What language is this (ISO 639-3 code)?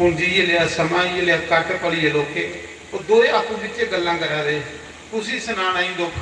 doi